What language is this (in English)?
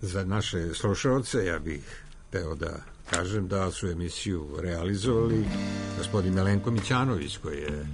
Serbian